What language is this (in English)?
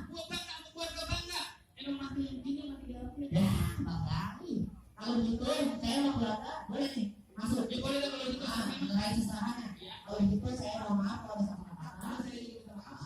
Betawi